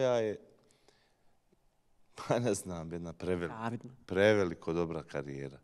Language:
Bosnian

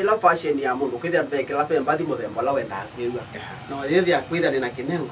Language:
Kamba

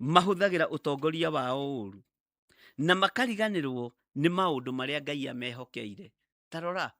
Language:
Kikuyu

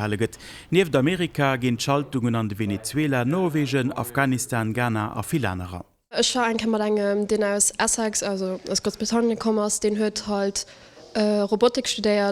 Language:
Luxembourgish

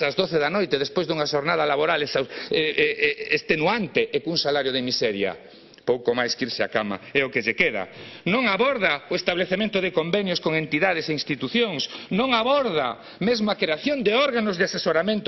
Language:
Galician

